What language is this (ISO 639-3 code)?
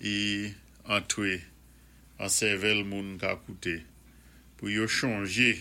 acf